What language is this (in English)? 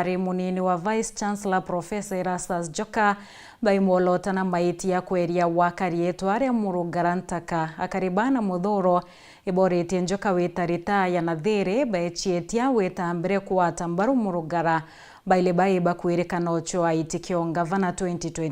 Meru